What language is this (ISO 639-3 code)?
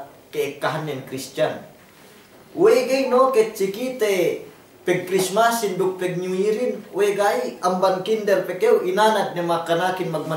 yka